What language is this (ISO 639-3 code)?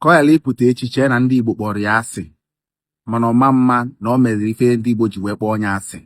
ibo